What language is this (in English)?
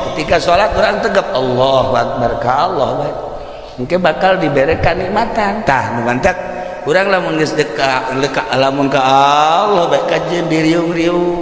Sundanese